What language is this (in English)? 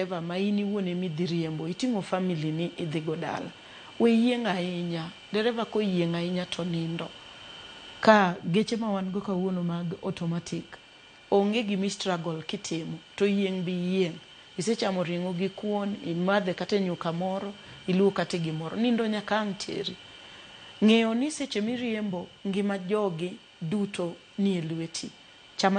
Luo (Kenya and Tanzania)